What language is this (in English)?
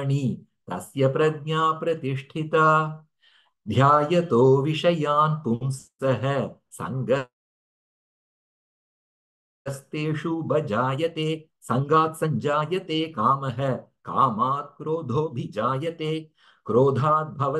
Sanskrit